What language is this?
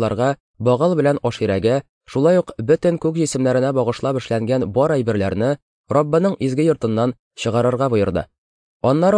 Tatar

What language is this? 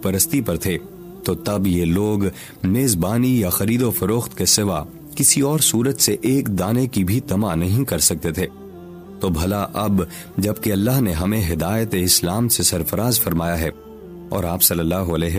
Urdu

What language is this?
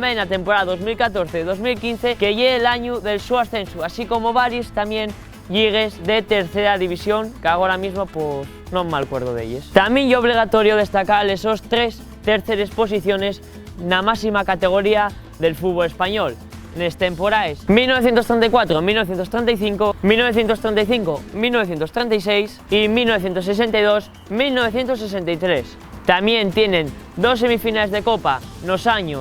Asturian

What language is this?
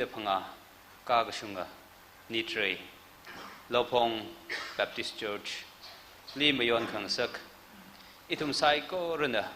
Tangkhul Naga (India)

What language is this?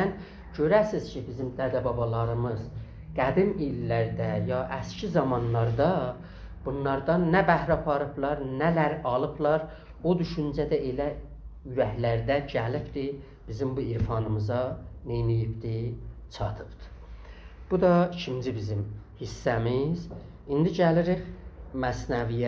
South Azerbaijani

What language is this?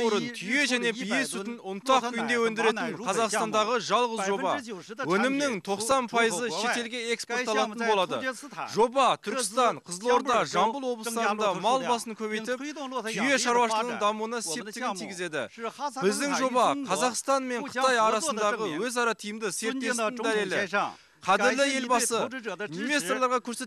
Kazakh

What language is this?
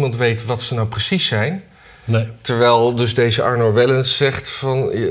Dutch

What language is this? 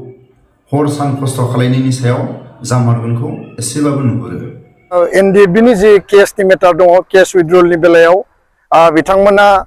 Bodo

